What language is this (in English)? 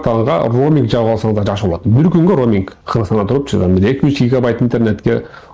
Kyrgyz